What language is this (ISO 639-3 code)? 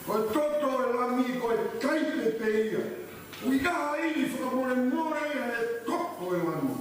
ton